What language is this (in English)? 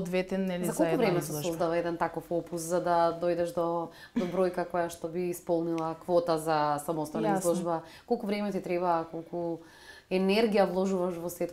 Macedonian